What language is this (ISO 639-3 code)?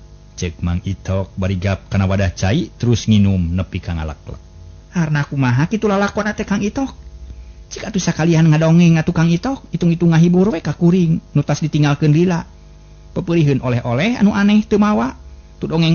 sun